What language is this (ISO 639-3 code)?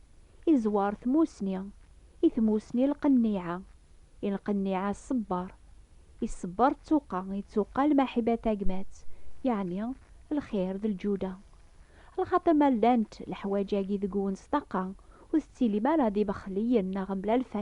kab